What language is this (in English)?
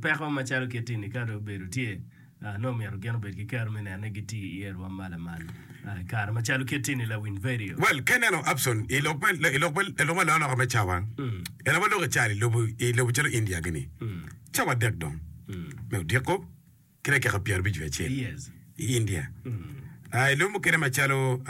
Acoli